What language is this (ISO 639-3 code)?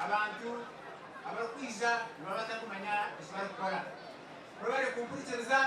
nyn